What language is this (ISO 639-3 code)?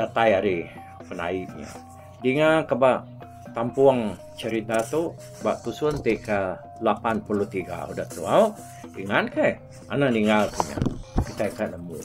iba